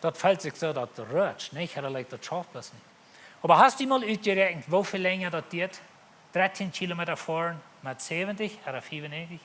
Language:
Plautdietsch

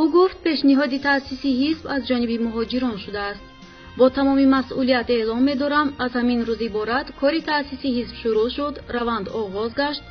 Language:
Tajik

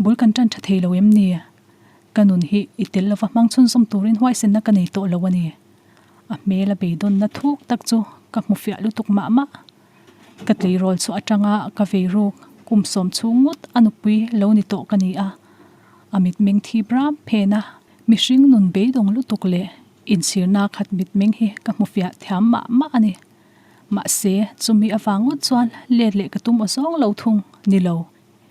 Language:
Mizo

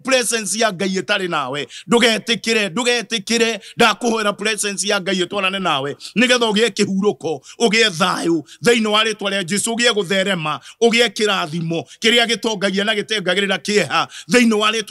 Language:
Kikuyu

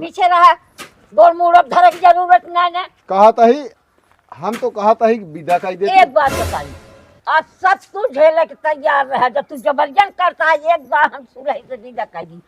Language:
Awadhi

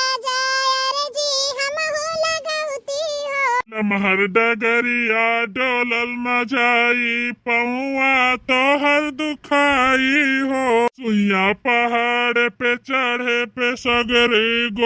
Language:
Bhojpuri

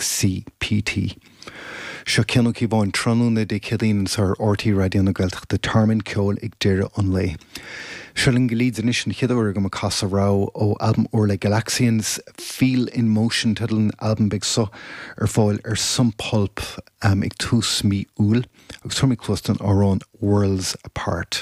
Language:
Irish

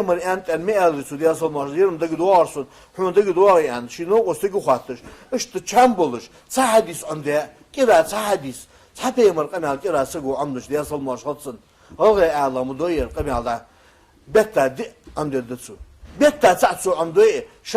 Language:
Ingush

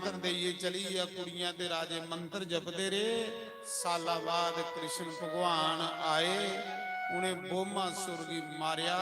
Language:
Dogri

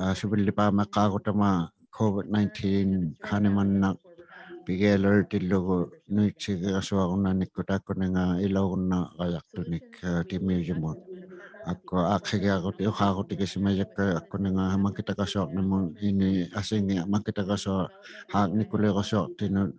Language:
Inuktitut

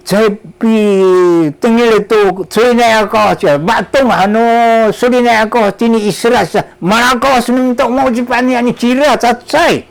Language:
Sakizaya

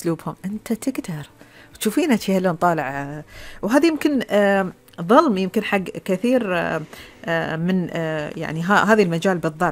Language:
Gulf Arabic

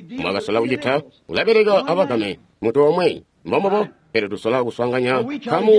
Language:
Tonga (Zambia)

